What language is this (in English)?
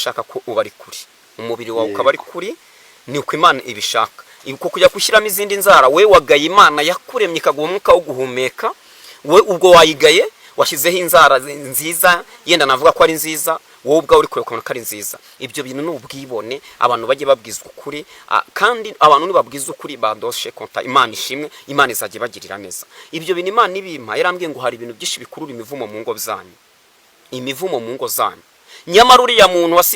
Kinyarwanda